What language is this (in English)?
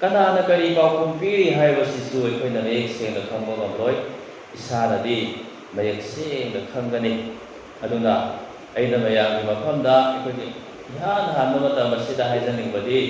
Manipuri